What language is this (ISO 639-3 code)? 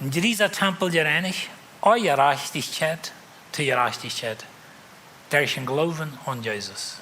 pdt